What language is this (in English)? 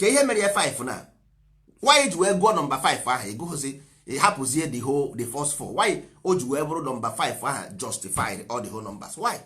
Igbo